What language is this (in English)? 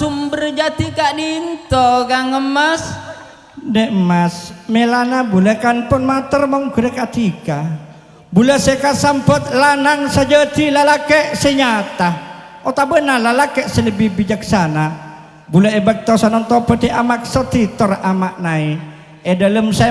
Madurese